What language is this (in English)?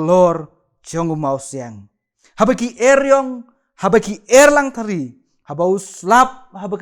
Khasi